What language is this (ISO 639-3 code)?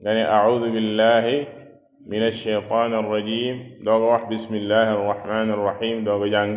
wol